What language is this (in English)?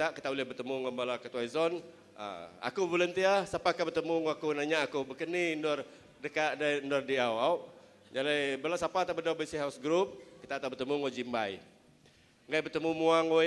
Iban